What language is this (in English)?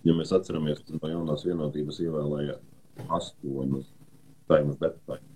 Latvian